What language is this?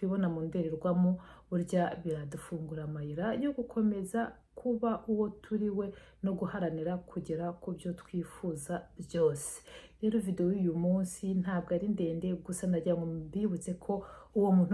Kinyarwanda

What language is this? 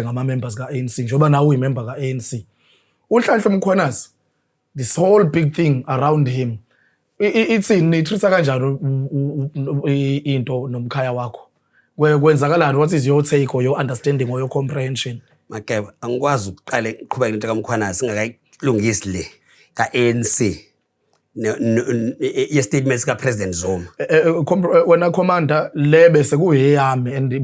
Zulu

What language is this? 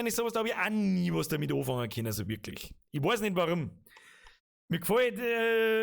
Bavarian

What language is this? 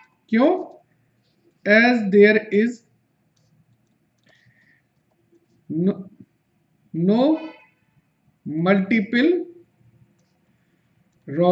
Hindi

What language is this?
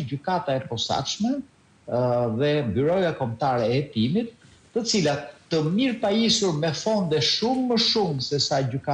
Albanian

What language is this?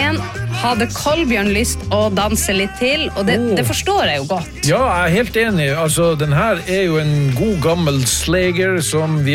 Norwegian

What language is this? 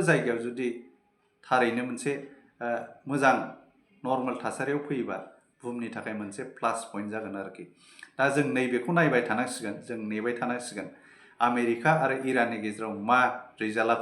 Bodo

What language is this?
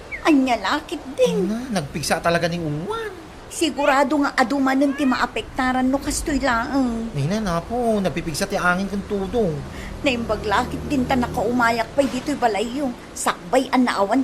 Iloko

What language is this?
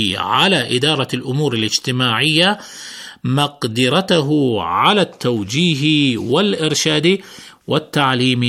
Arabic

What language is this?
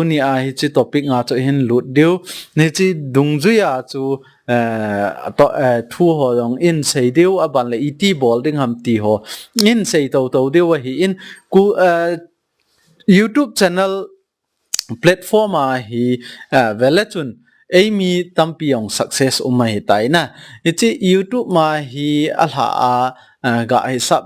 Thado Chin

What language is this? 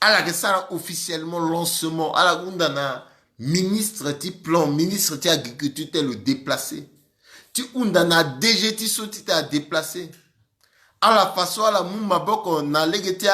Sango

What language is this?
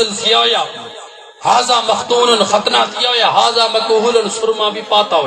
Saraiki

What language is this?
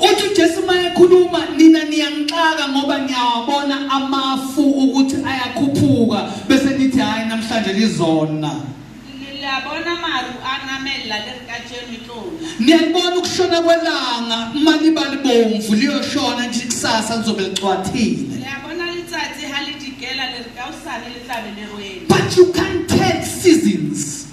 Zulu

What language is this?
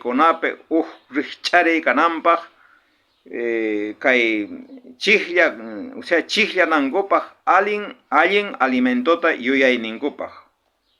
South Bolivian Quechua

